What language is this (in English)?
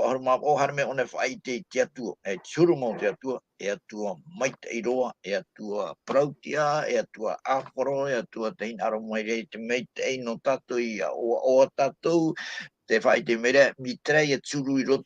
Tahitian